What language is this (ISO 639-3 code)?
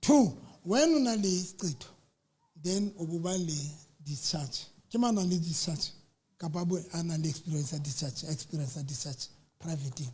sot